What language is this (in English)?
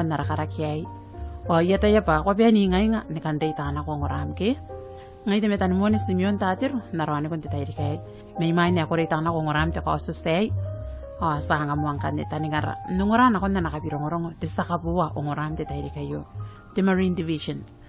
Gilbertese